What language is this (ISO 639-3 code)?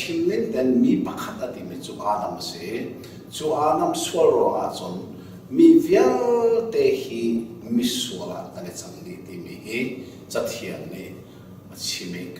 cnh